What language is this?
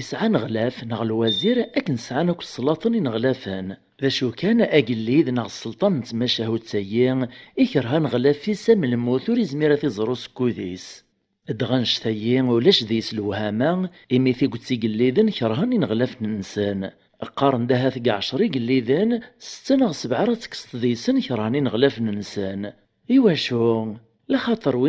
Kabyle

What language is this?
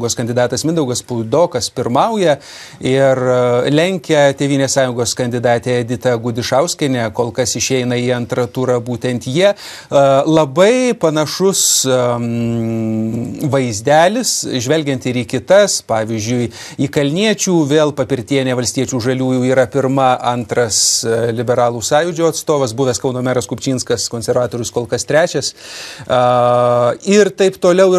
Lithuanian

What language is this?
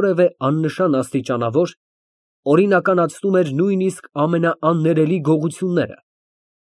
Armenian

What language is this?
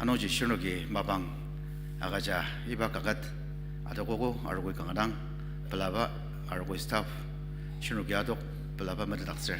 Ao Naga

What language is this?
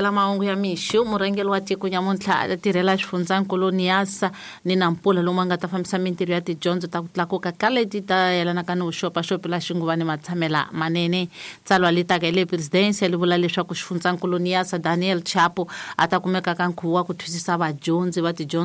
Tsonga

